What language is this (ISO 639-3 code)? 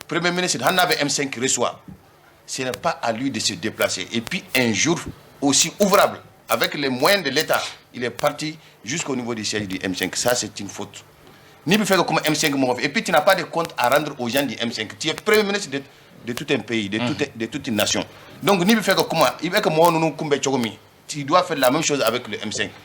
bam